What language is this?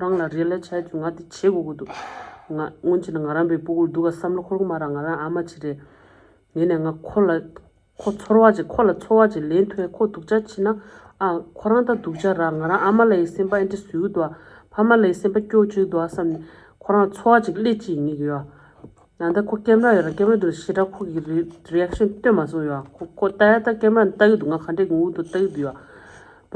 Tibetan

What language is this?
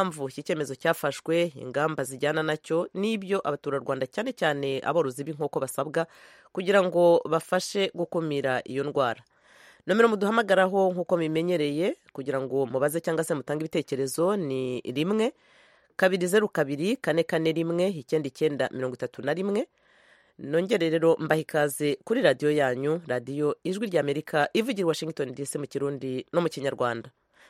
Kinyarwanda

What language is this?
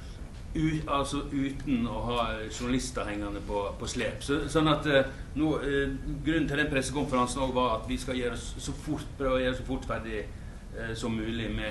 Norwegian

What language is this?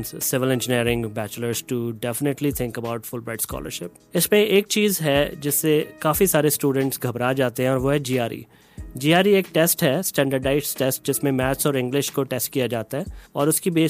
Urdu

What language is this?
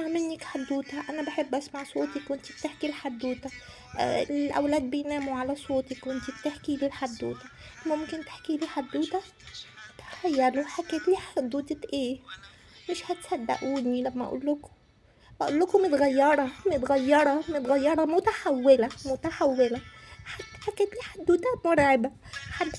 Egyptian Arabic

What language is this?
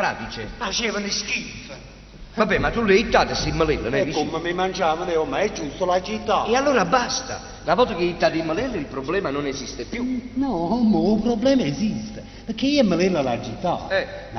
Neapolitan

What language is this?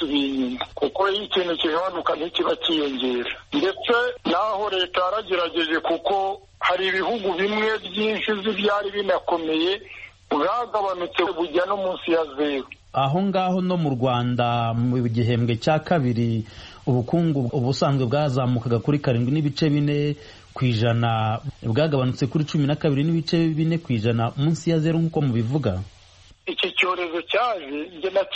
Kinyarwanda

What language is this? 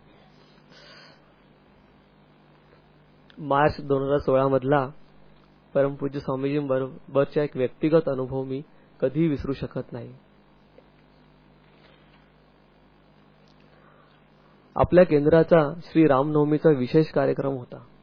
Marathi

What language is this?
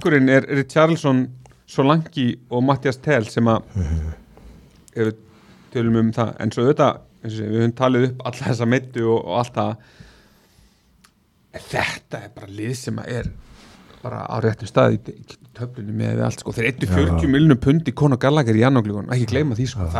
Icelandic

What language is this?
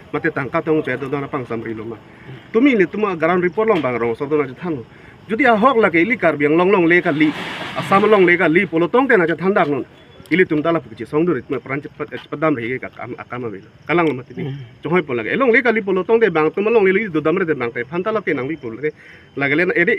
Karbi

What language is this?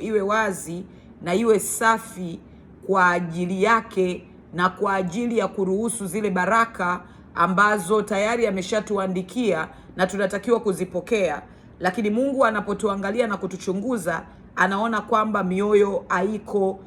Swahili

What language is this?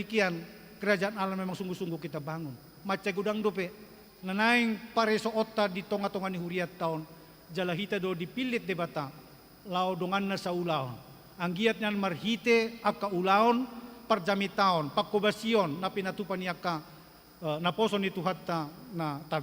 Batak Toba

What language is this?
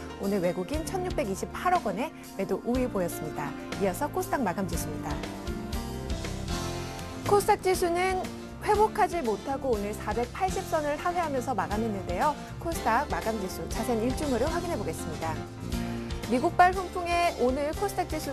Korean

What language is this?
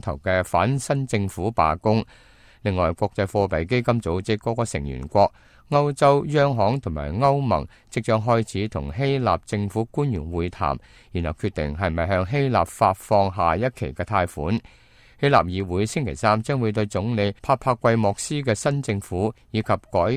Cantonese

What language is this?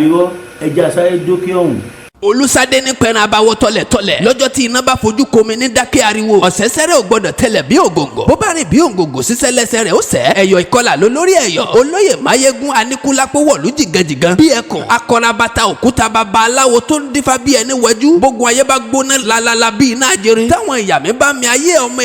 Yoruba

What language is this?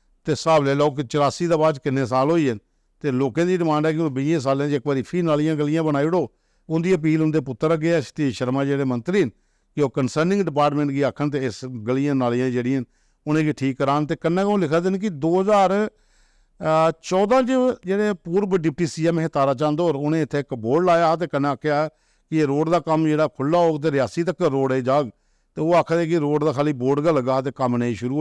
Dogri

